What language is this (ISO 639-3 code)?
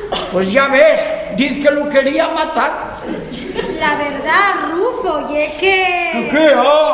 ast